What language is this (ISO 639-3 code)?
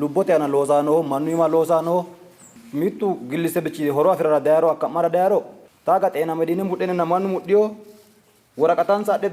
sid